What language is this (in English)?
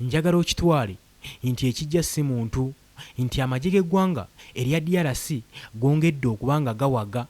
Ganda